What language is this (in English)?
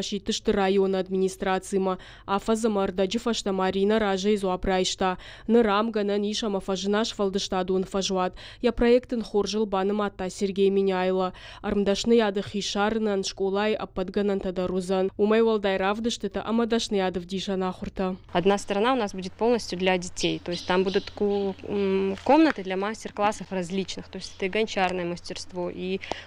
Ossetic